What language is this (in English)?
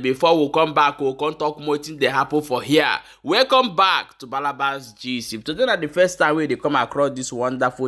Nigerian Pidgin